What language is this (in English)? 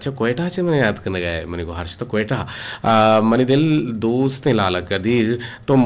Eastern Balochi